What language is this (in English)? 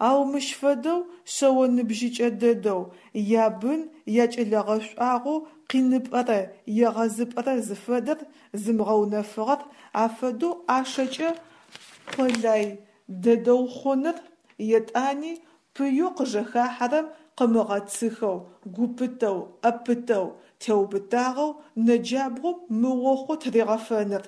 Adyghe